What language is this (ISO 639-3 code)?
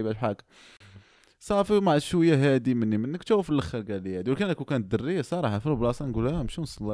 ary